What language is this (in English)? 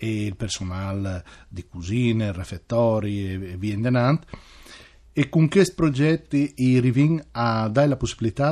Friulian